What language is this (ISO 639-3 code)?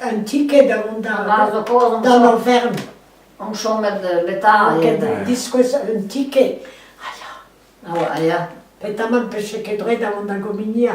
bre